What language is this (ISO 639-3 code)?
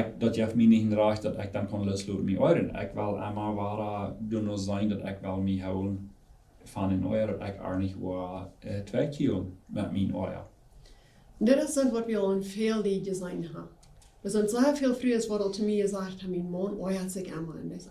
pdt